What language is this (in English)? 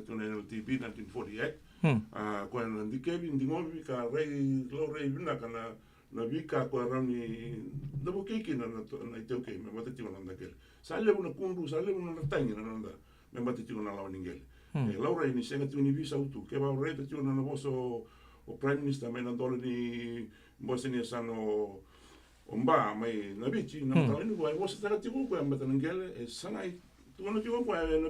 Fijian